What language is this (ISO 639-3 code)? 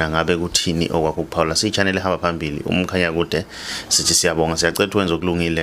zul